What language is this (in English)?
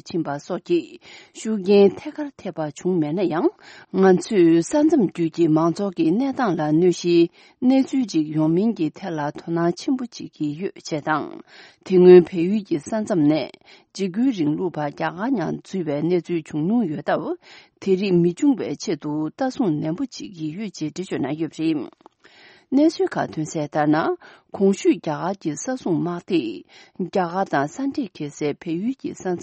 Tibetan